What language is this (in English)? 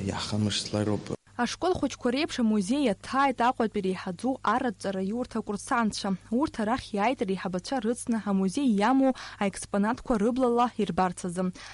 Abkhazian